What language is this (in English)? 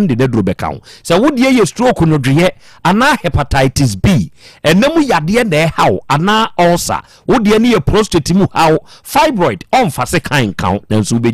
Akan